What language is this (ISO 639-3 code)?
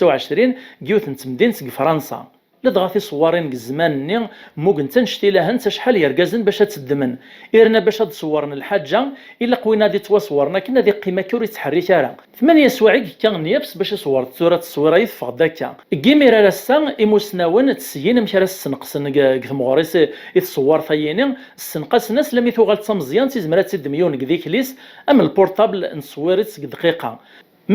kab